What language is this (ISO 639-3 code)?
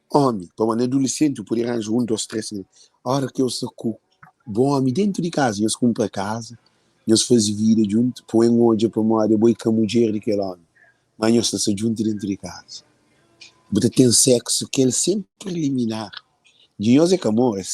kea